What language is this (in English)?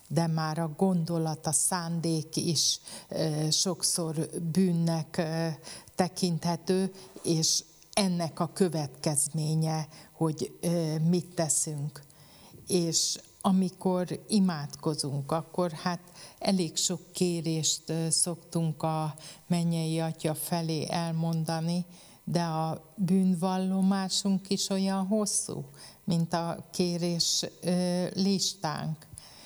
Hungarian